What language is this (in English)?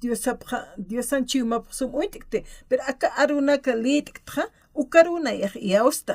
Aymara